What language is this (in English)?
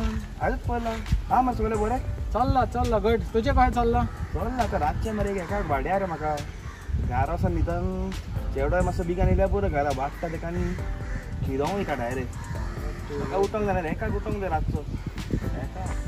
Konkani